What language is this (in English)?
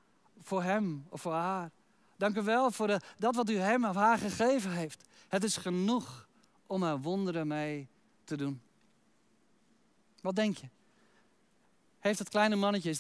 Dutch